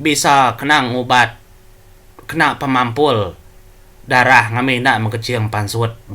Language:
Iban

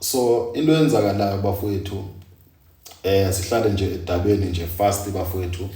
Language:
Zulu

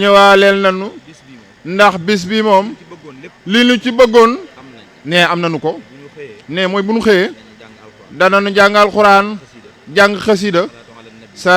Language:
Wolof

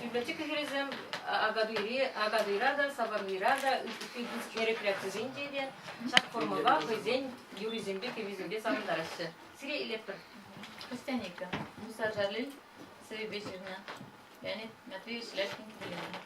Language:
Chuvash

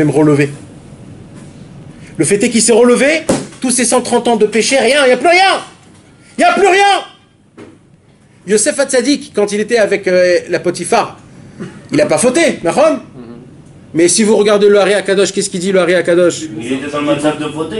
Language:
French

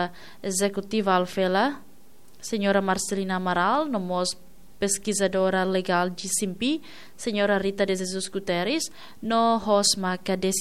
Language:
Tetum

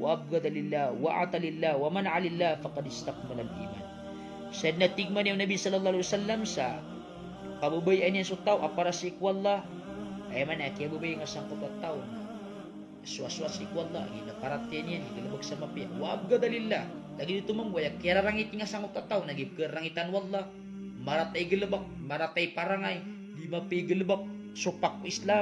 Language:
Maranao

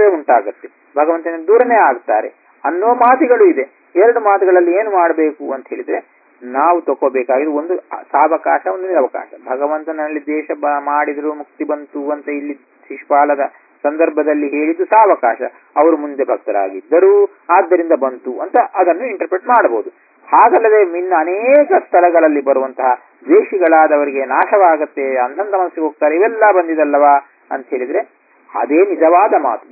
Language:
Kannada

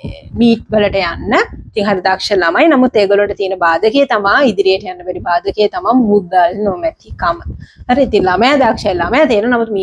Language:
Sinhala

